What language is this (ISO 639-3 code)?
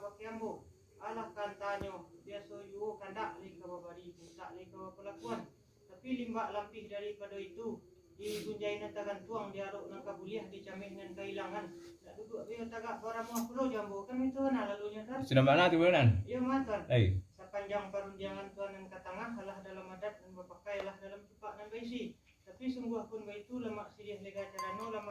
min